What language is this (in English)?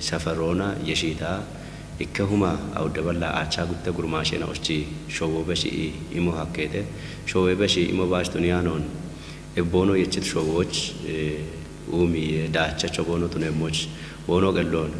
Kafa